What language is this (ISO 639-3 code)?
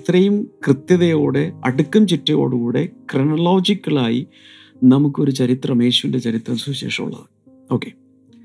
mal